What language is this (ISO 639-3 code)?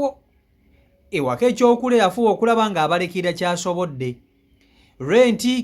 lug